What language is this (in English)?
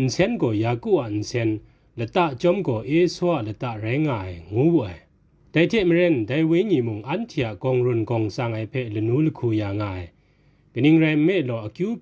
Kachin